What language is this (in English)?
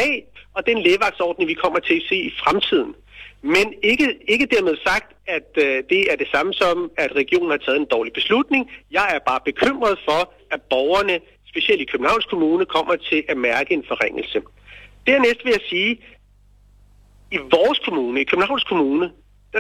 Danish